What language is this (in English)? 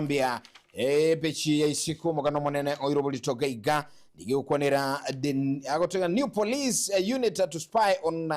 Gusii